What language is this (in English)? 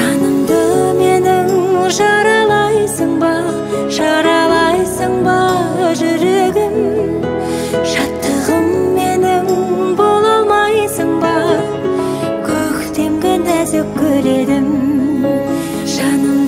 Kazakh